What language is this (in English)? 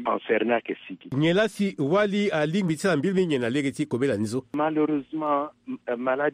Sango